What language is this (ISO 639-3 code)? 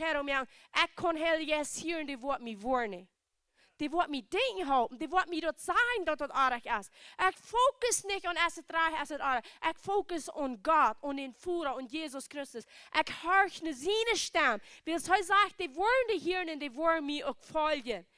pdt